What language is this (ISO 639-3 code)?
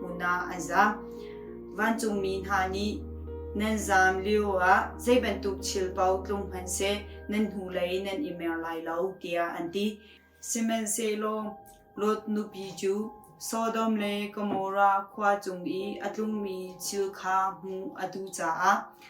cnh